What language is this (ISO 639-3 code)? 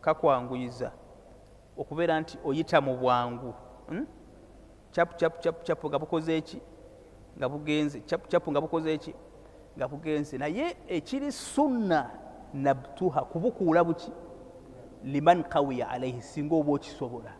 lug